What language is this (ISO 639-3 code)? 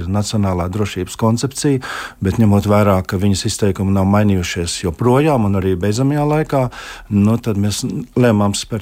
lav